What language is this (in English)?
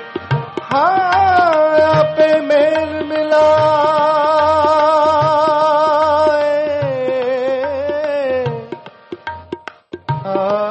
Punjabi